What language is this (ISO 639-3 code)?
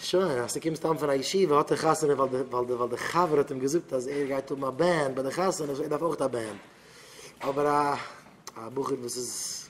yid